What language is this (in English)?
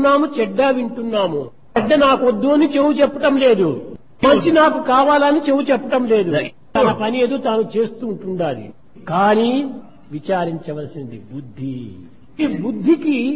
Telugu